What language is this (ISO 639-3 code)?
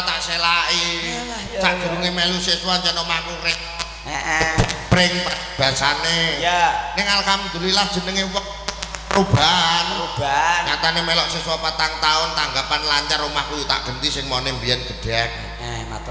jav